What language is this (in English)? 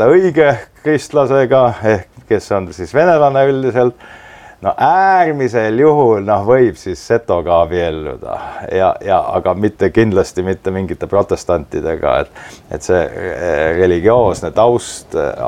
Estonian